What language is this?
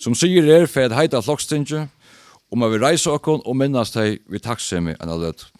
Faroese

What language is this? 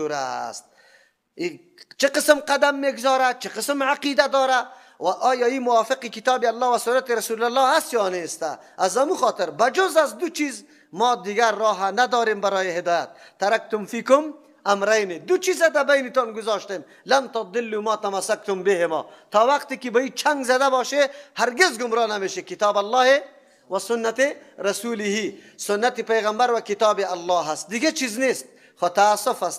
Persian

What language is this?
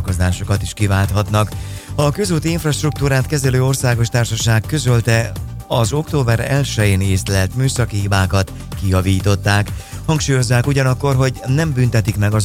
Hungarian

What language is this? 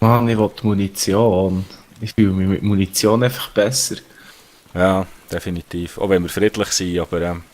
Swiss German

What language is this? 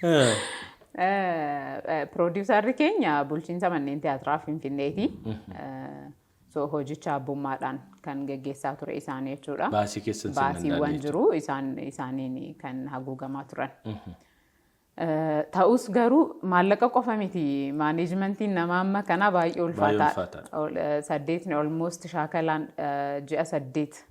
Oromo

